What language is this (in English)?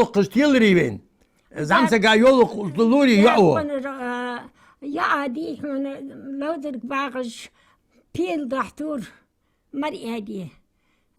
Ingush